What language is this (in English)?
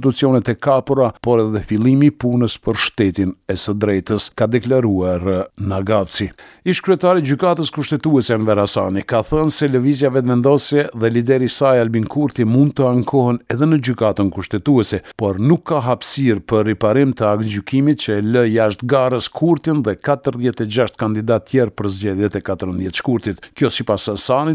Albanian